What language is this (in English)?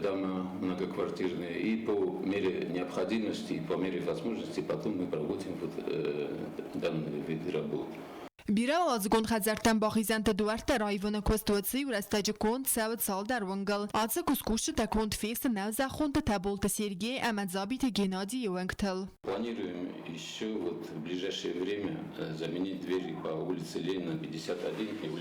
Ossetic